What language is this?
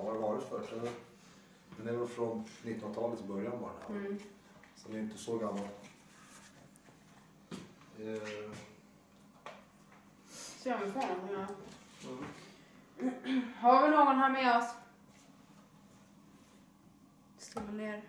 Swedish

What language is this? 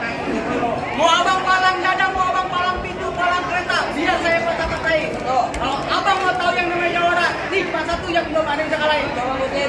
Betawi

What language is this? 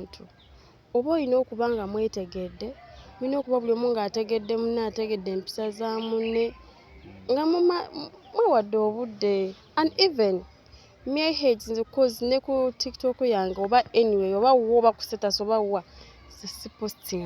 Ganda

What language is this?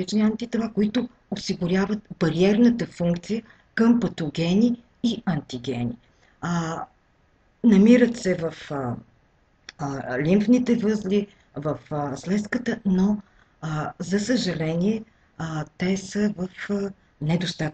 Bulgarian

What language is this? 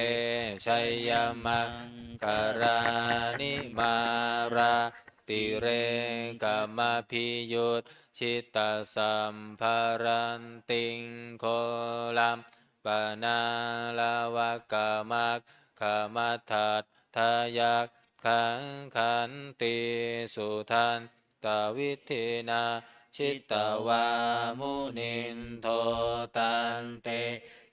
Pali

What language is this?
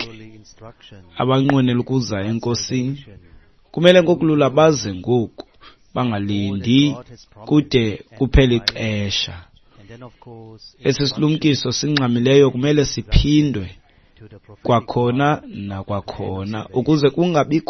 Xhosa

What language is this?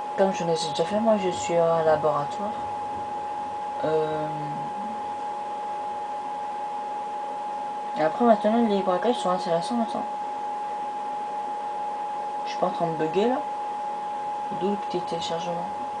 French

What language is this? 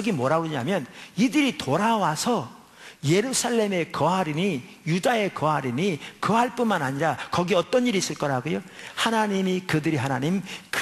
Korean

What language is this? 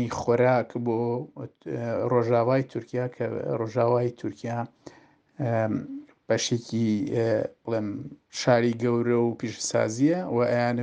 Central Kurdish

